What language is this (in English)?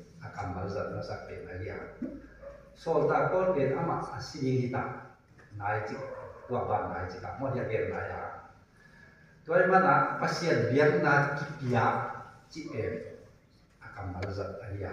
Tedim Chin